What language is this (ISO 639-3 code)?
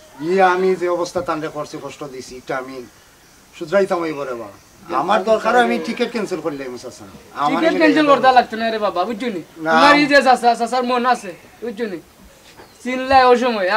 syl